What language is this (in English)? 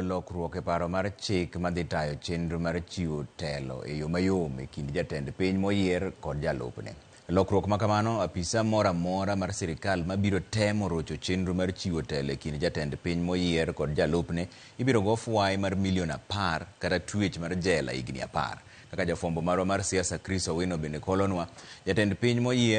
Luo (Kenya and Tanzania)